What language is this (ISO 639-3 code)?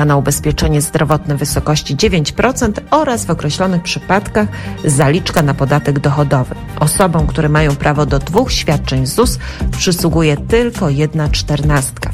pol